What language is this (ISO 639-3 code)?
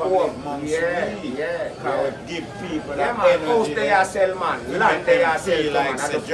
jam